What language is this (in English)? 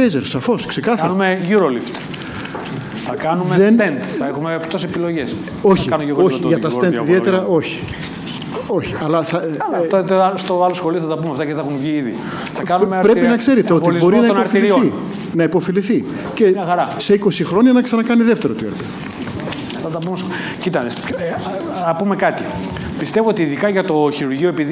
Greek